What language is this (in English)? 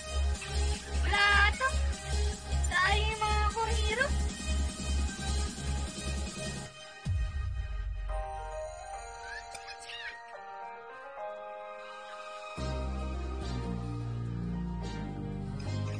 Filipino